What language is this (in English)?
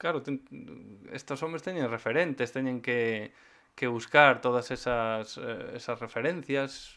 Galician